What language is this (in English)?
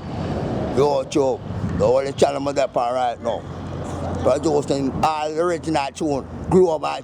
Jamaican Creole English